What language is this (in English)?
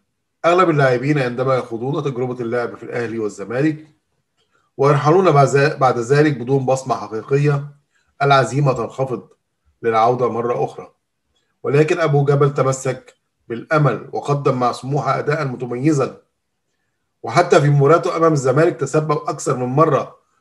Arabic